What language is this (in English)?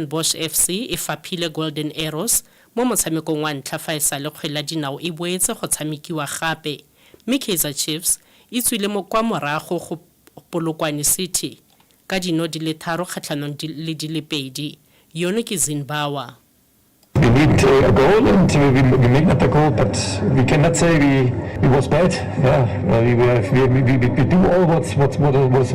Tswana